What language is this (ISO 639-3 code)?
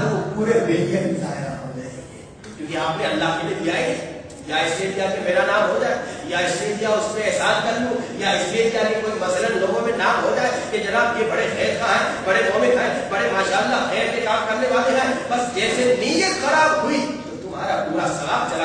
urd